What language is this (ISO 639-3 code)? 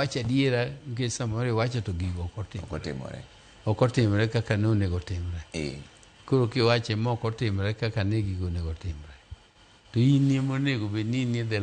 luo